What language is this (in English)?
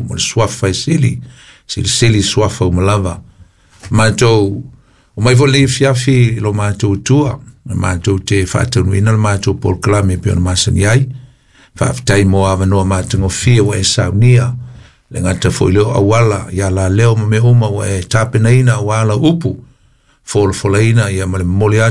Samoan